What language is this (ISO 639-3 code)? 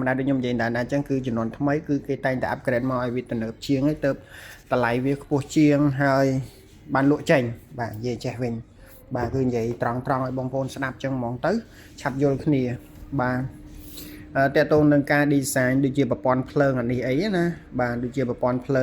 khm